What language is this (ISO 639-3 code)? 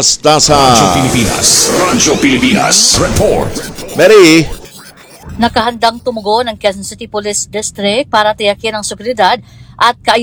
fil